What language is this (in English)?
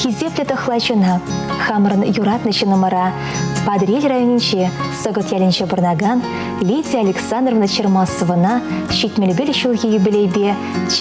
Chuvash